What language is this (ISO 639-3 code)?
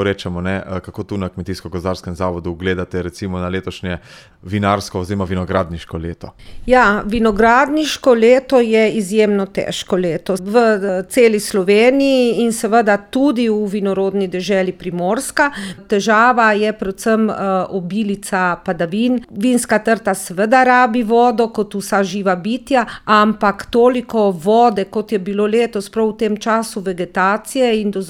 slv